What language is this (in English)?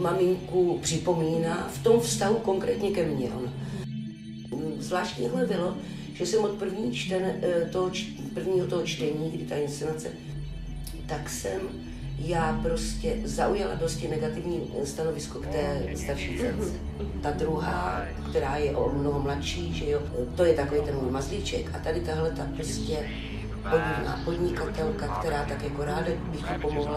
Czech